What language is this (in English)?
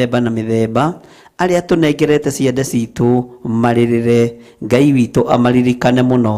Kikuyu